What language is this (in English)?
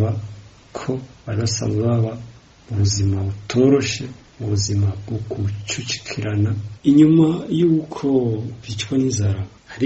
Rundi